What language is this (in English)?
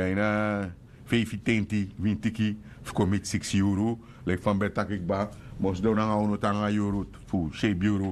Sranan Tongo